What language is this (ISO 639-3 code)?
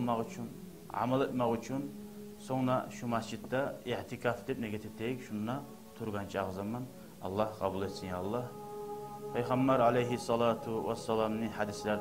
kum